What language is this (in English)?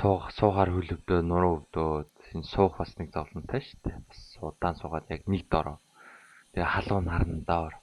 Mongolian